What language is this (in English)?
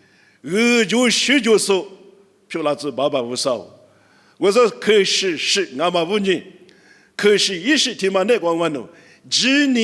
Lisu